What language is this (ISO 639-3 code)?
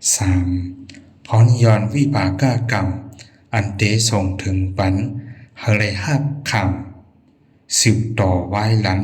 shn